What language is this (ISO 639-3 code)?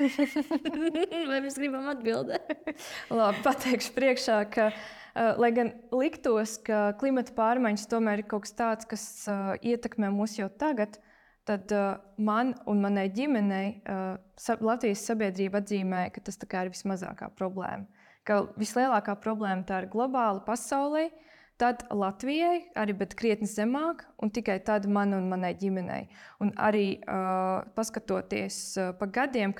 lav